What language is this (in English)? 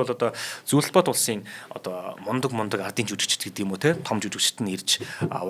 Mongolian